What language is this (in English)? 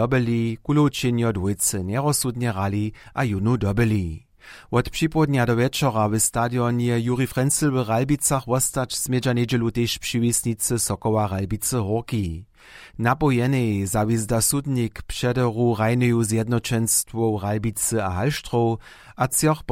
Upper Sorbian